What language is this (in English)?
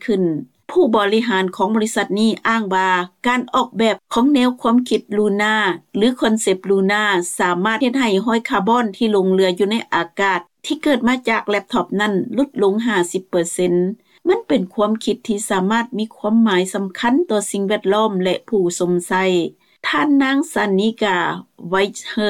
Lao